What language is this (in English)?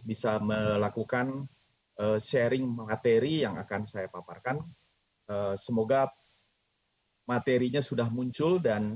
Indonesian